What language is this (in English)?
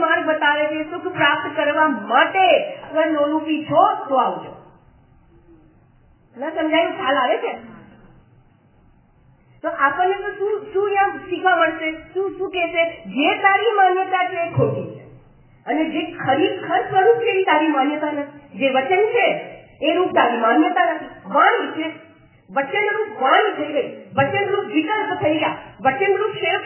Gujarati